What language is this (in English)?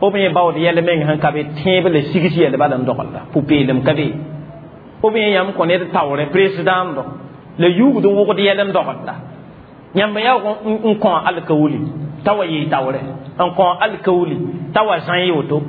Mossi